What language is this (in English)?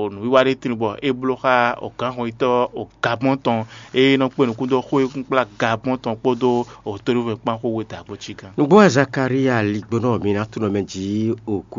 Fon